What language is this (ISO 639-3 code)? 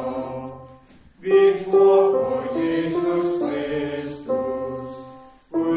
dan